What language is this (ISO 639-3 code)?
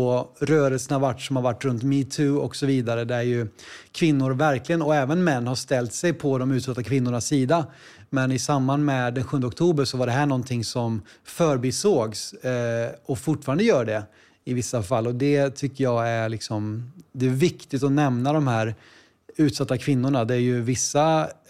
swe